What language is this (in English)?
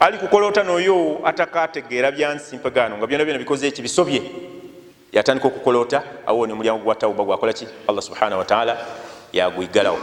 Ganda